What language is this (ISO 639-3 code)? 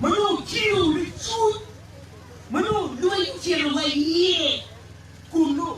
ach